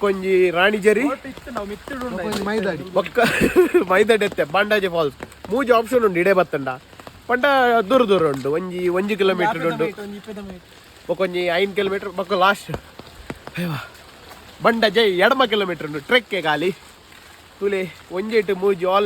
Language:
Tulu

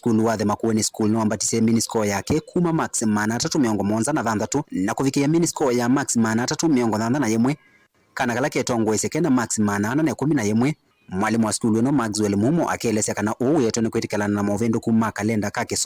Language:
Kamba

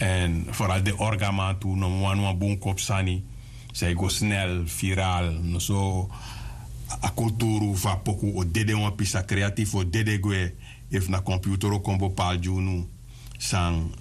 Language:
Sranan Tongo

